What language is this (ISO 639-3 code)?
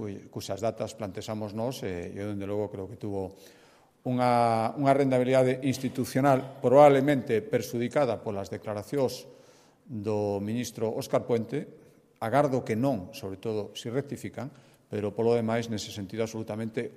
glg